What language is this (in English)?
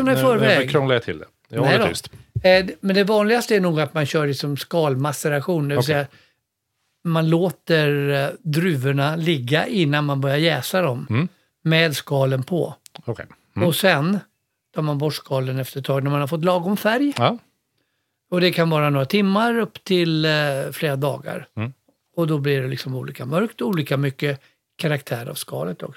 Swedish